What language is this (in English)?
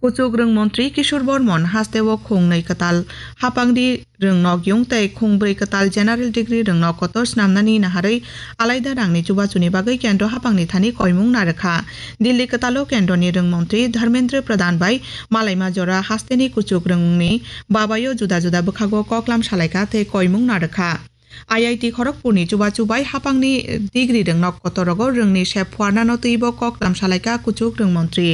Kok Borok